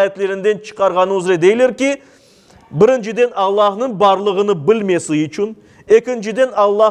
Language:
Crimean Tatar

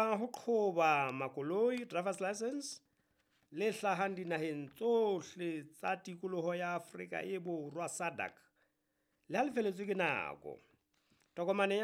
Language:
Southern Sotho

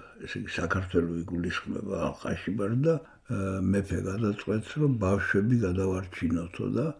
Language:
Georgian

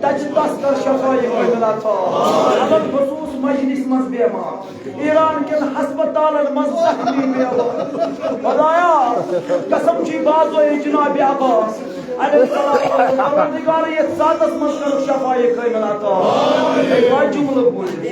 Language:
Kashmiri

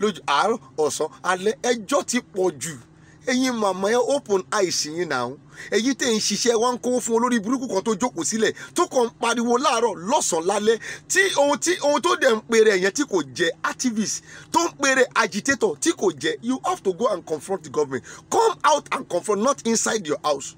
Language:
Yoruba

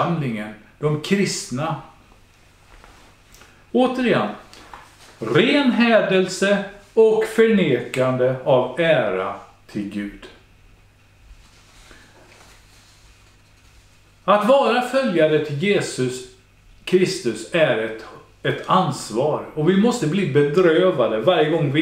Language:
Swedish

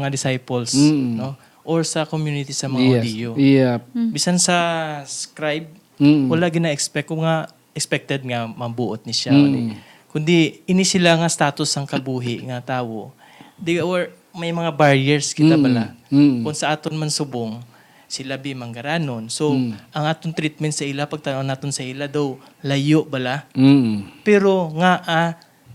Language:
Hiligaynon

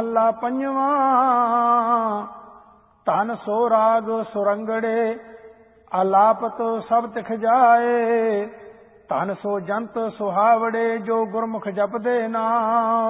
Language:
Punjabi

